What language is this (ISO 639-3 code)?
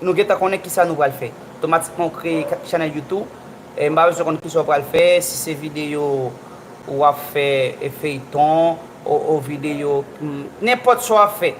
hat